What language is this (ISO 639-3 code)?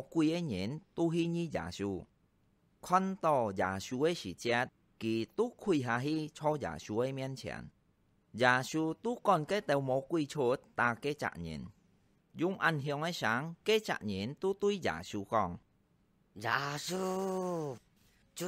hak